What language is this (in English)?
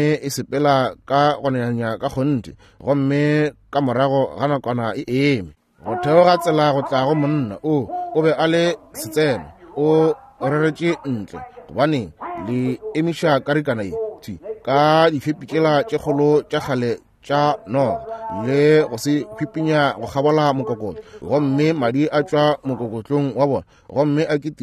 Northern Sotho